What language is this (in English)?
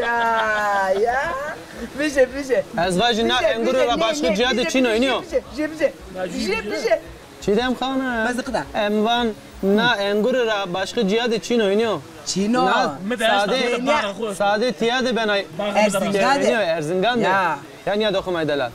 Zaza